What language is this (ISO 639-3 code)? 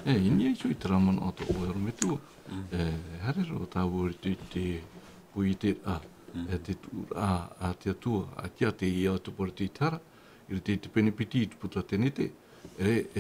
tah